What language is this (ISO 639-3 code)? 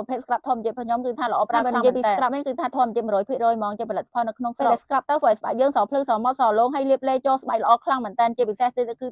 khm